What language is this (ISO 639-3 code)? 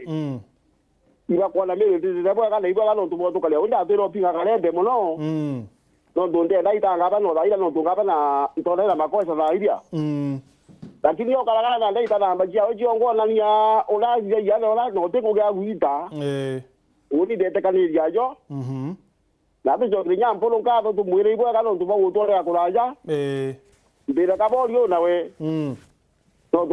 mer